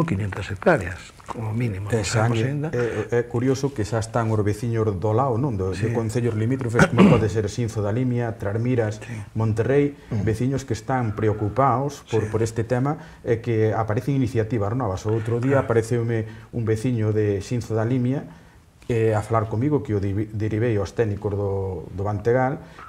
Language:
Galician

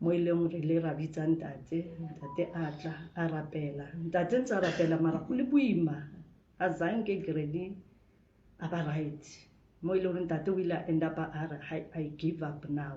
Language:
Southern Sotho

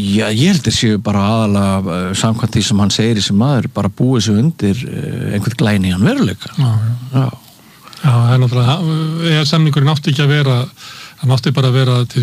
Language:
Icelandic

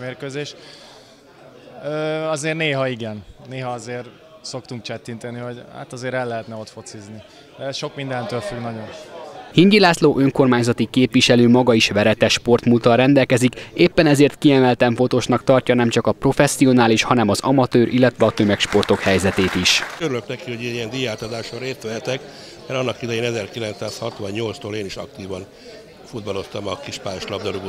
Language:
Hungarian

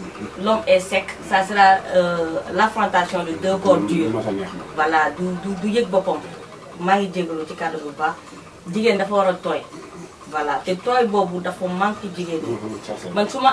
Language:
Wolof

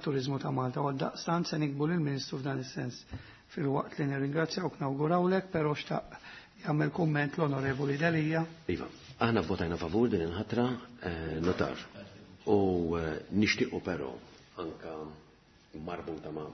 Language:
Maltese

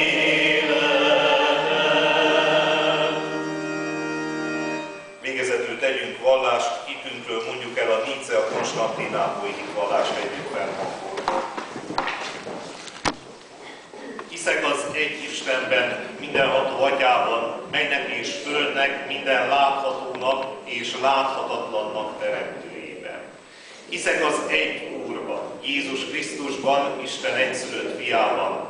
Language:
Hungarian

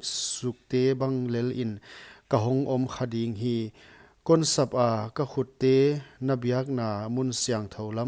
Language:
Paite Chin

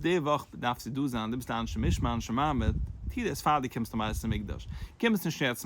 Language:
Yiddish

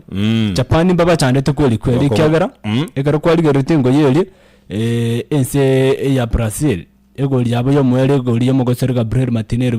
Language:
Gusii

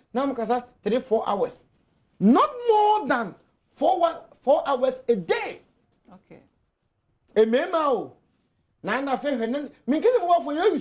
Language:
Akan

